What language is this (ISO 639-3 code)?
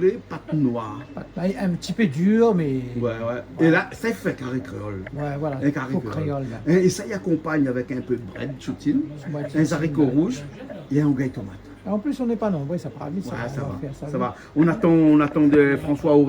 rcf